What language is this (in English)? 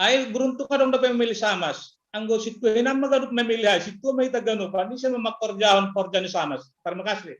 Batak Simalungun